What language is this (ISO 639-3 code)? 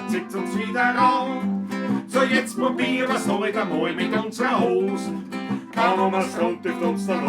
bar